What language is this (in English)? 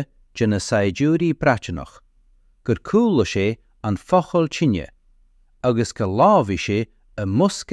Irish